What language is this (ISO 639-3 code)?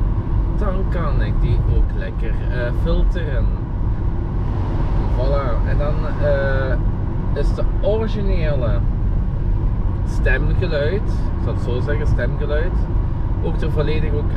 nld